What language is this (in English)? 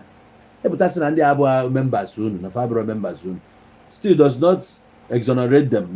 Igbo